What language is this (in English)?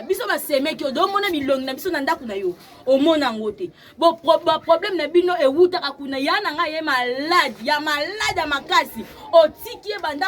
Lingala